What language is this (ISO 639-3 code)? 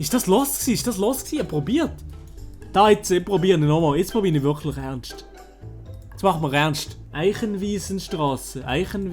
gsw